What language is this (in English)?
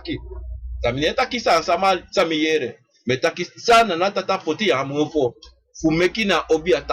Sranan Tongo